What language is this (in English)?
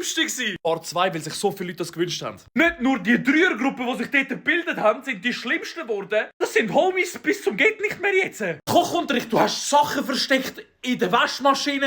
Swiss German